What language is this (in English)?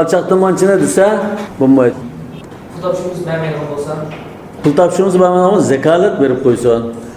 Uyghur